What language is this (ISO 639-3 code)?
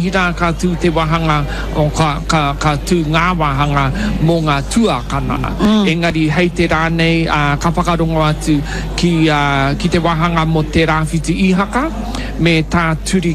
mri